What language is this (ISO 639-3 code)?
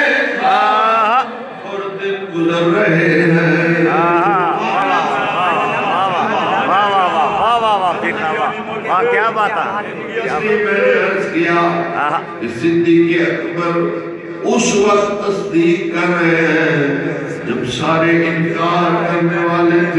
urd